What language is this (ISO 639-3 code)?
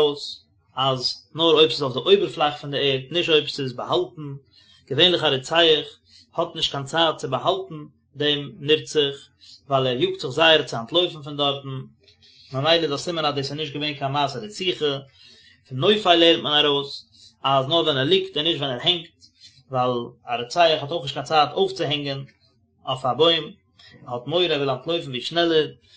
yid